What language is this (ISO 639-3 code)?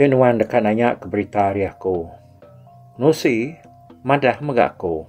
iba